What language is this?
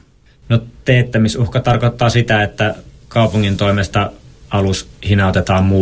Finnish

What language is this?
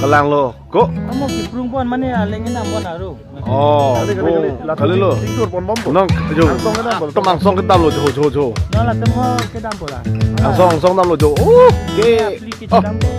Karbi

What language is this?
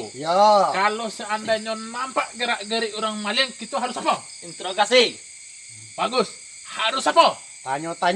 Minangkabau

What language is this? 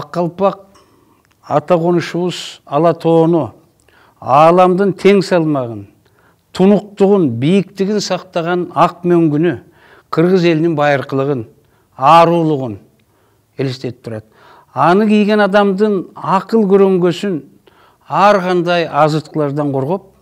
Kyrgyz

